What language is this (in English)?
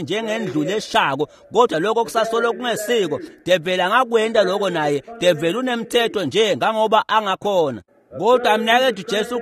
Swati